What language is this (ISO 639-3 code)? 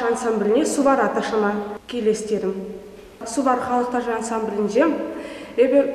chv